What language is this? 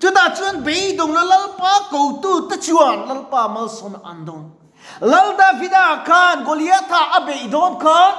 Mizo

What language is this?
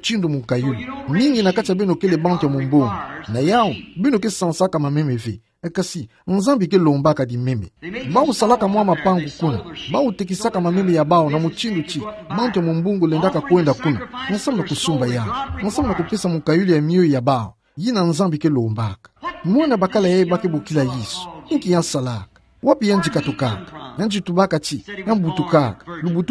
Kituba (Democratic Republic of Congo)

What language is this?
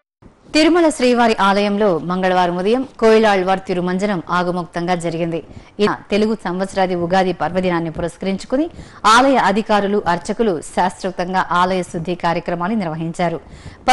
Telugu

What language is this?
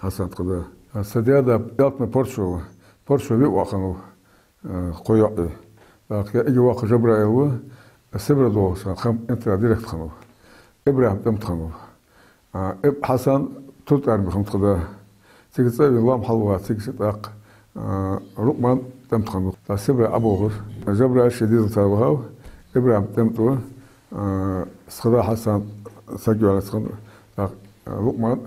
Ingush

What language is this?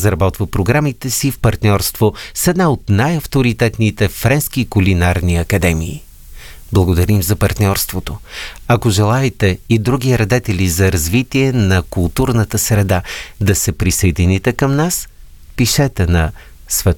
Bulgarian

